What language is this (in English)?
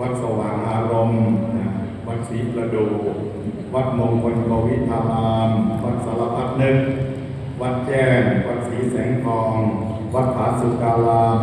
Pali